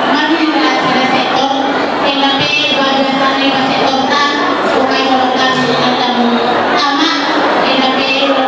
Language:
Batak Karo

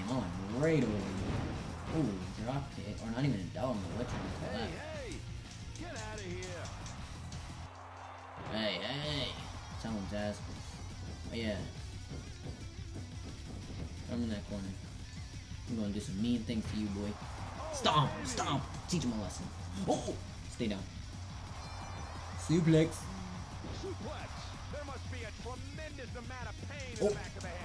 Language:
English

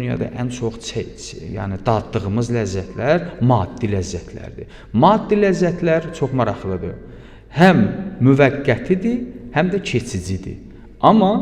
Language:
Azerbaijani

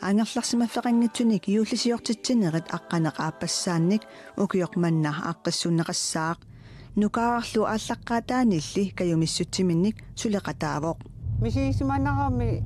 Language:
Kalaallisut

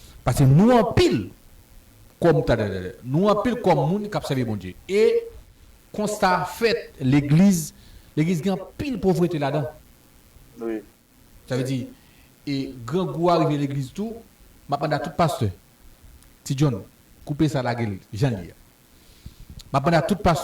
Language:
Haitian Creole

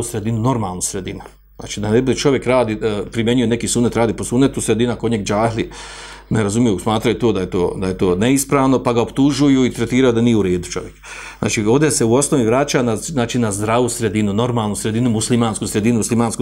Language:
Bosnian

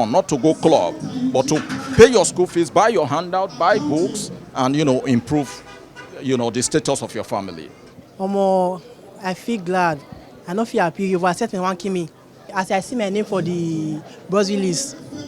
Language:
Nigerian Pidgin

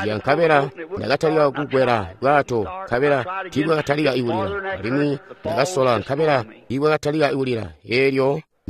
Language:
Tonga (Zambia)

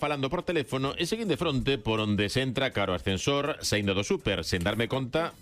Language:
Galician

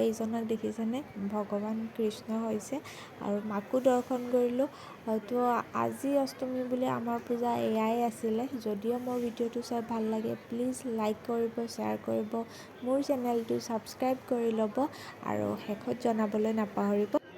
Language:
Assamese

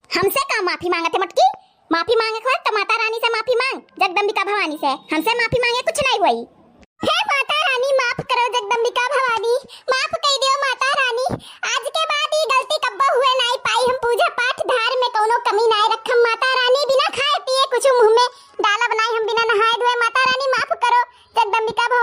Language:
Awadhi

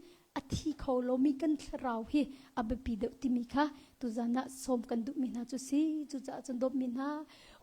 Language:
Hakha Chin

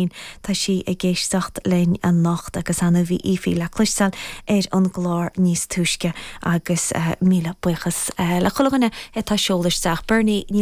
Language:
Irish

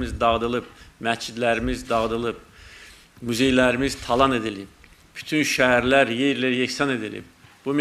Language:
Azerbaijani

